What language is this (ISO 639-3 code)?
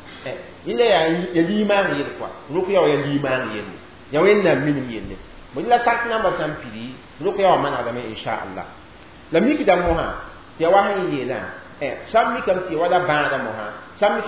mos